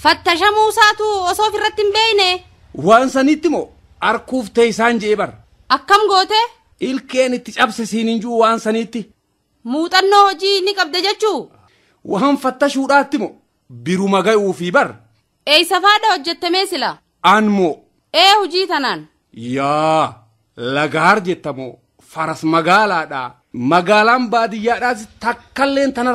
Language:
Oromo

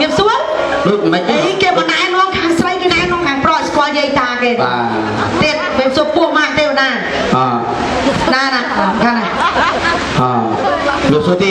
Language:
Khmer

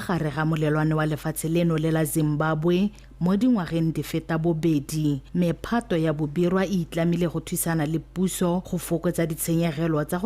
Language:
Tswana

